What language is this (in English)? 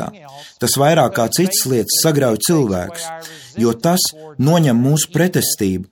Latvian